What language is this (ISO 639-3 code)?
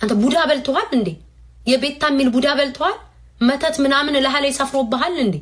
amh